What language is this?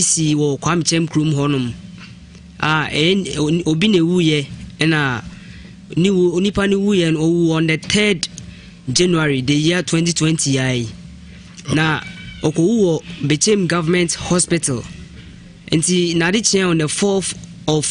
Akan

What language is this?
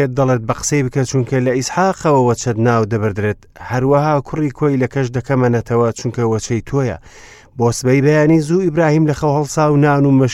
Central Kurdish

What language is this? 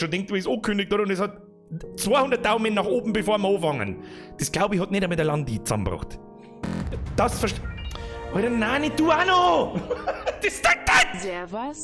Bavarian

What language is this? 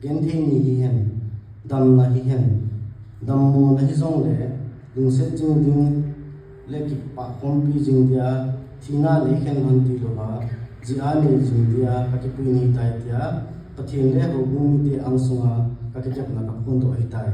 Thado Chin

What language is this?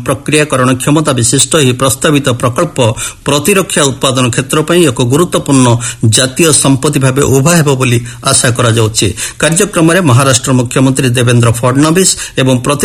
Odia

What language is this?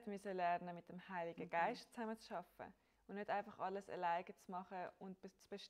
Swiss German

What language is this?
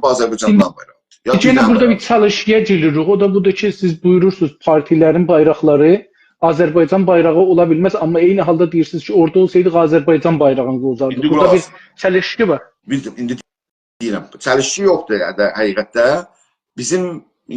South Azerbaijani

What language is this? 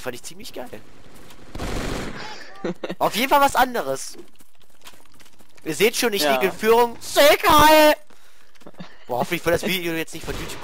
German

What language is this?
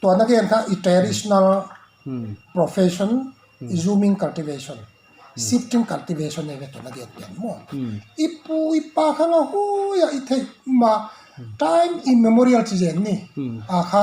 Paite Chin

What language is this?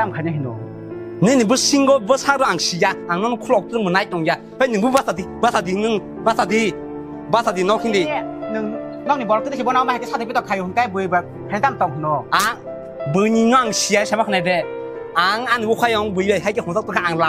Kok Borok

